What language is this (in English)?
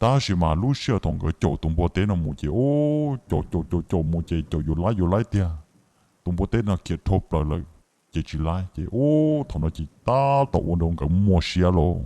Hmong